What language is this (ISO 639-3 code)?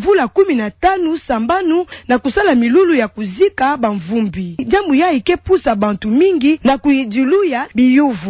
ktu